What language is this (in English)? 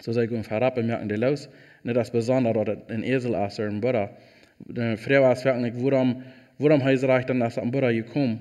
Plautdietsch